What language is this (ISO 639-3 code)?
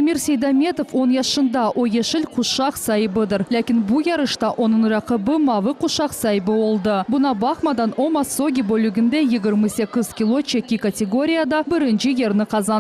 crh